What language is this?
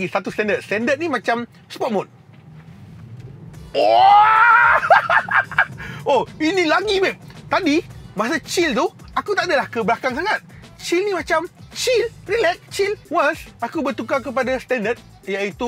Malay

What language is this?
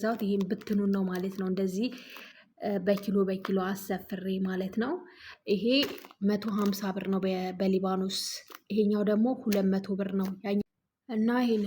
Amharic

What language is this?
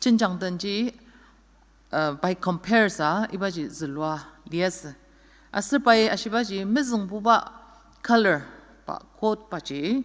Ao Naga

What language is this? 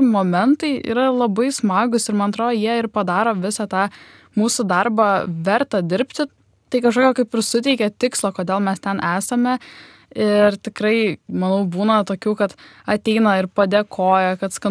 Lithuanian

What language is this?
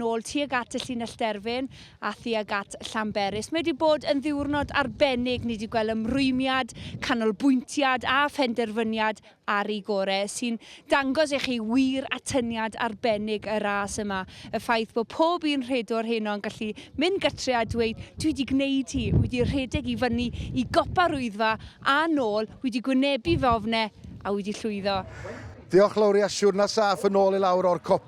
Welsh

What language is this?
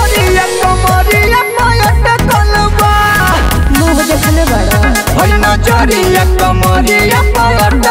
Bhojpuri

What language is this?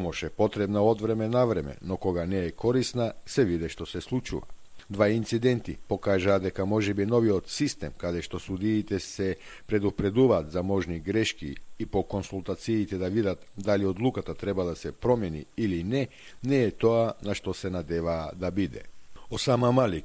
Macedonian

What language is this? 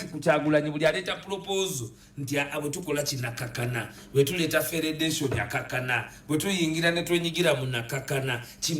Ganda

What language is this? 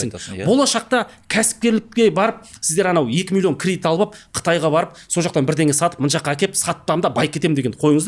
Kazakh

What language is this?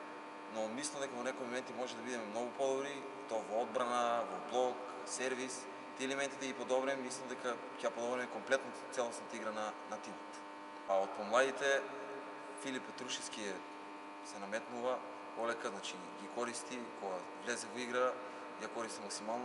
Macedonian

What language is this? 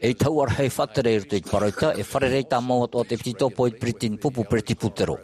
Tahitian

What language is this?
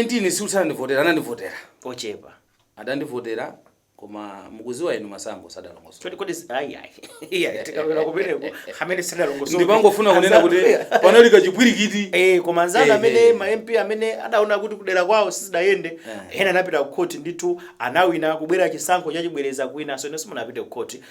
Nyanja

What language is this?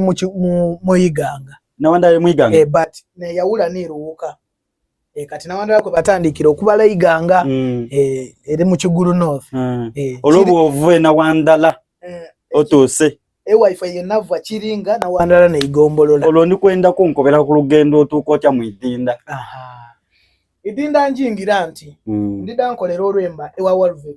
Soga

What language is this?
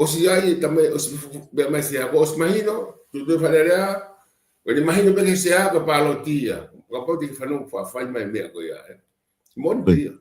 Tongan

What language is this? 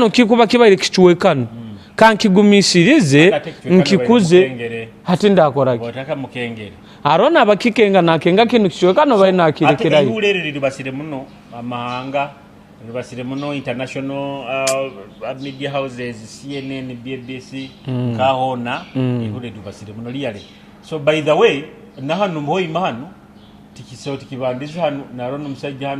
Nyoro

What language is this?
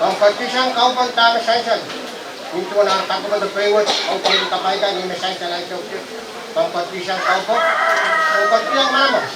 Pohnpeian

